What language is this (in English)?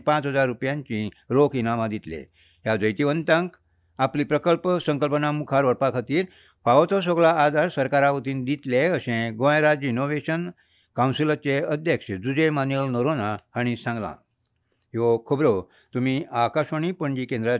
Konkani